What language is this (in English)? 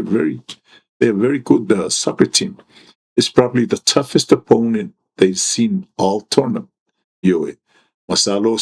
Samoan